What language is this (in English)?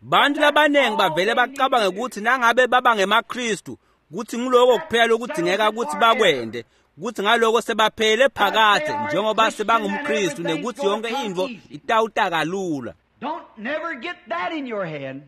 Swati